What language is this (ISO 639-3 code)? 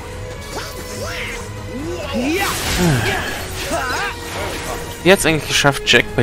deu